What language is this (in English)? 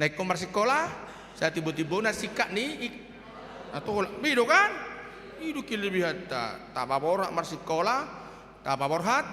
Batak Toba